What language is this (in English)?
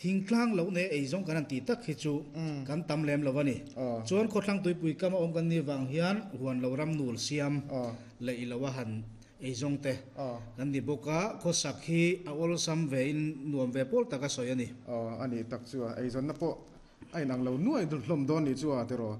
Mizo